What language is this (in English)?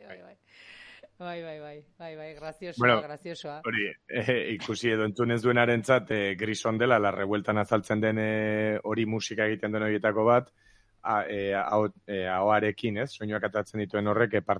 Basque